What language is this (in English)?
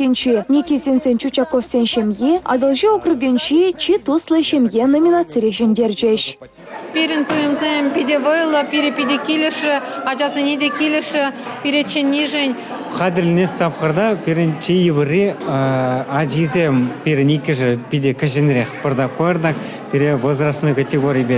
Chuvash